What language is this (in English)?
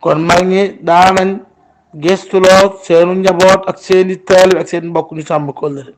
Wolof